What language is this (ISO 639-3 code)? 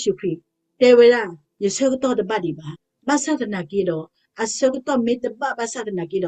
ksw